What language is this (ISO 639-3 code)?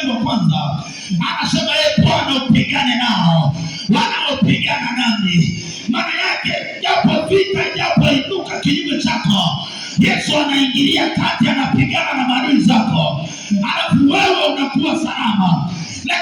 swa